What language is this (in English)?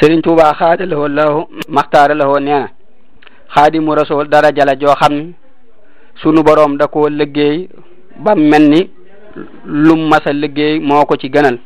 Wolof